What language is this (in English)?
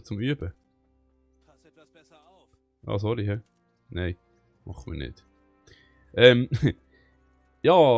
Swiss German